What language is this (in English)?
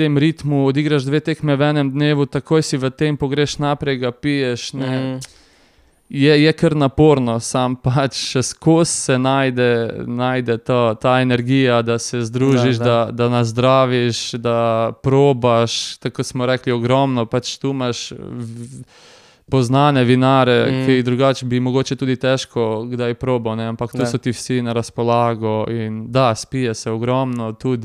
Slovenian